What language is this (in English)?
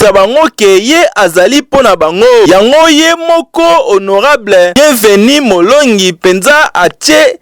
Lingala